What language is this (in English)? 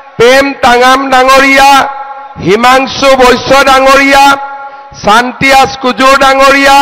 Assamese